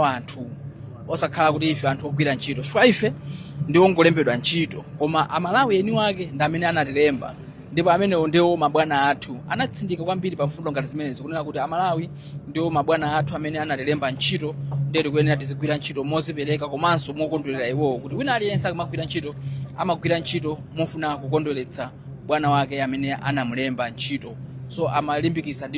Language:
Nyanja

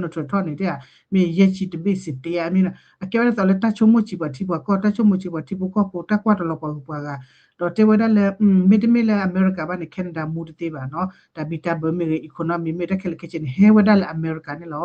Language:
S'gaw Karen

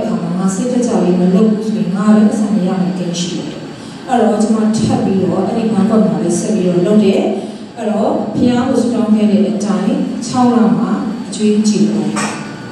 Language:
Burmese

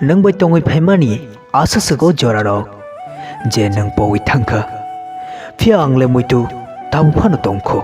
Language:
Kok Borok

